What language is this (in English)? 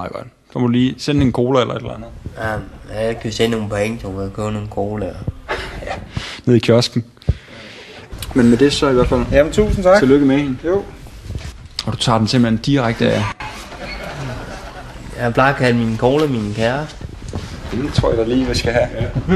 Danish